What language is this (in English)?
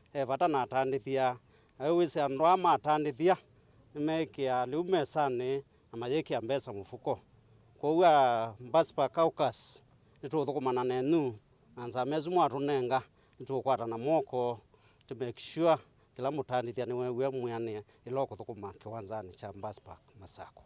Kamba